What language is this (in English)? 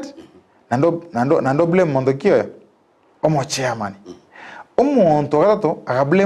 Gusii